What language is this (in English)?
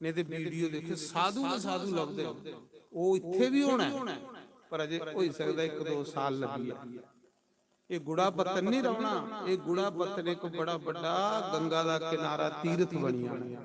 Dogri